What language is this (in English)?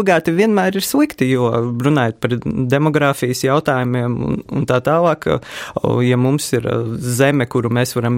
Latvian